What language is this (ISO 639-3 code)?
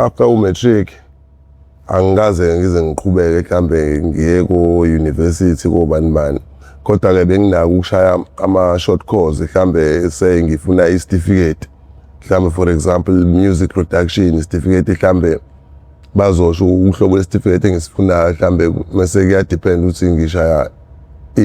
zul